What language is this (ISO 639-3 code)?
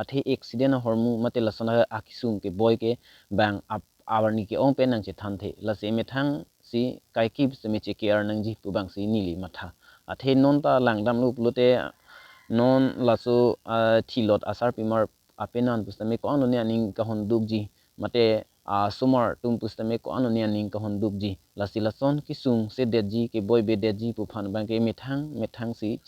mjw